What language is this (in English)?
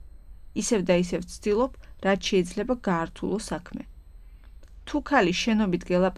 Georgian